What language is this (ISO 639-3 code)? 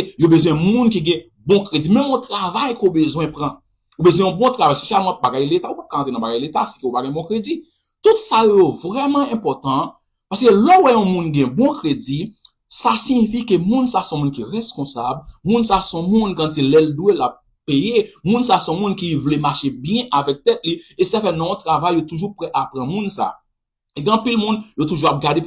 hat